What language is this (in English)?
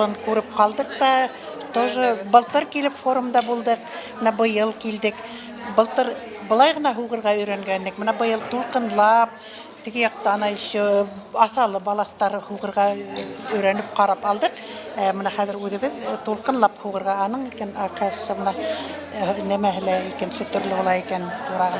Bashkir